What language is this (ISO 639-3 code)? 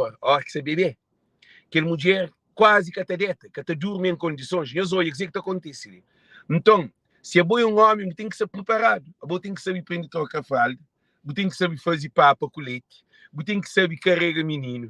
kea